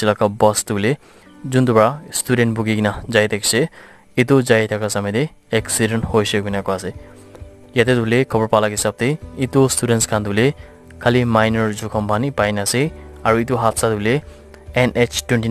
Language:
Naga Pidgin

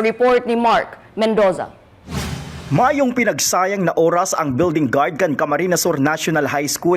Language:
Bikol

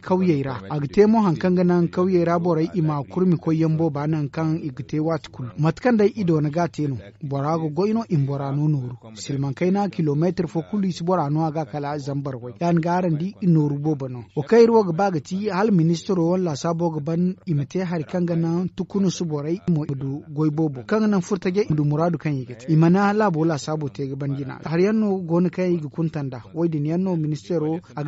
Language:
Zarma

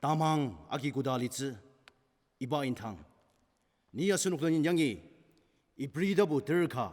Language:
Ao Naga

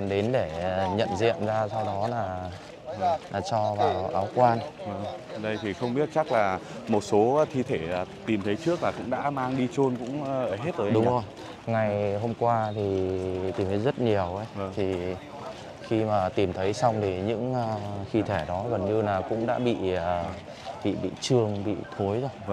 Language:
Vietnamese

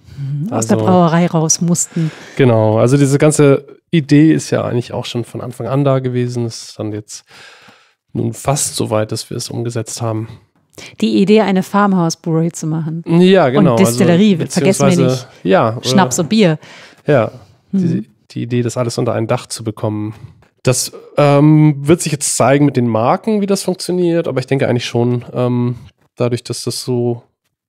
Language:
German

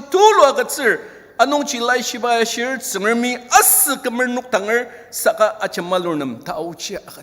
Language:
Ao Naga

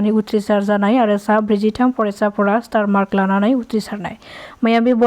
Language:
Bodo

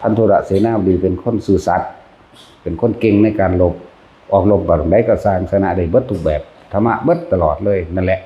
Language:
Northeastern Thai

